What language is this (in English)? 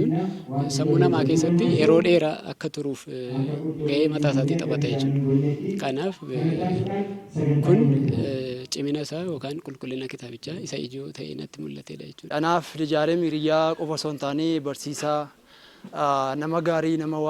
Oromo